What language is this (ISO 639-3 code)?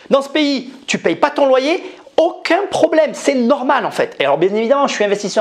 fra